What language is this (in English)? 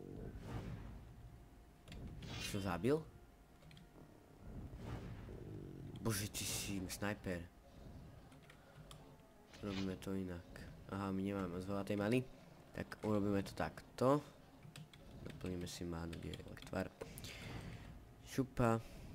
Slovak